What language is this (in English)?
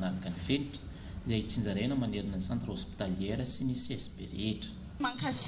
Malagasy